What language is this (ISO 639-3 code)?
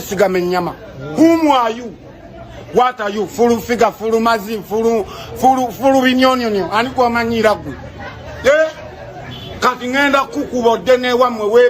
lug